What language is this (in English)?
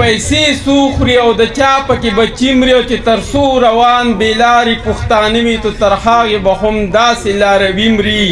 Pashto